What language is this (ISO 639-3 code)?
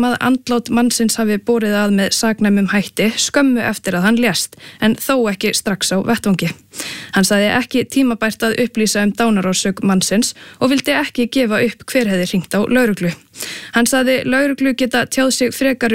isl